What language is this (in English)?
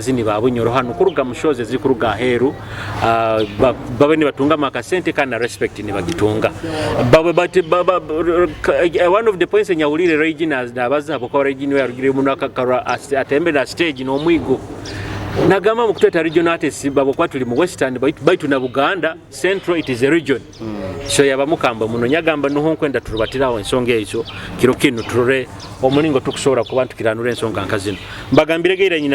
Nyoro